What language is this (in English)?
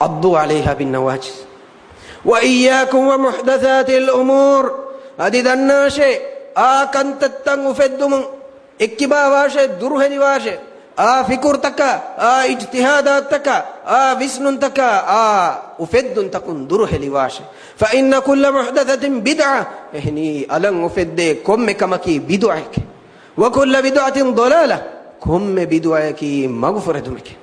Divehi